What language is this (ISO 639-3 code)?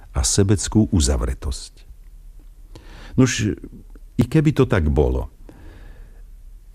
slk